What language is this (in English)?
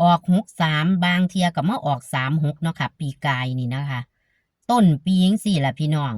Northeastern Thai